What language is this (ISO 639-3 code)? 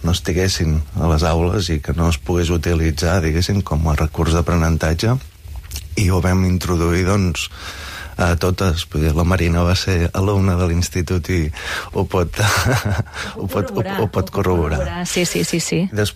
cat